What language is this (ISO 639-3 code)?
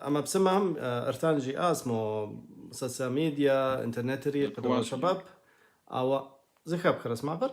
kbd